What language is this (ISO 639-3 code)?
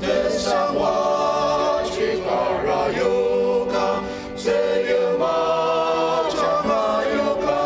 njo